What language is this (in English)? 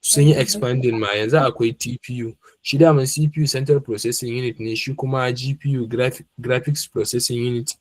Hausa